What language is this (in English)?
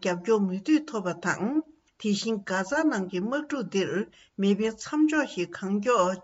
Tibetan